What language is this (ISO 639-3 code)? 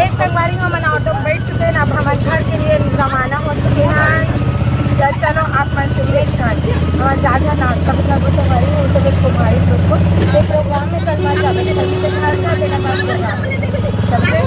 hne